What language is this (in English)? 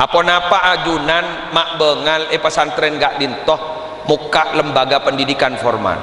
Madurese